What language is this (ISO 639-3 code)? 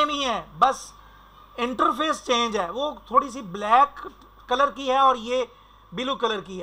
hin